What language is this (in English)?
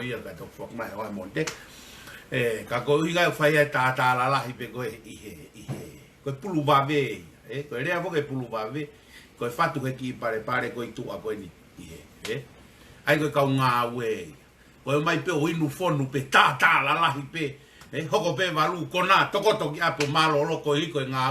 Tongan